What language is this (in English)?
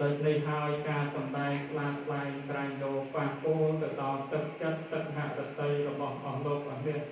Khmer